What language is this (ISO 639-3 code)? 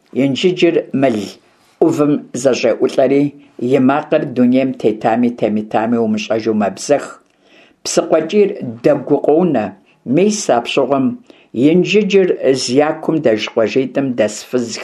kbd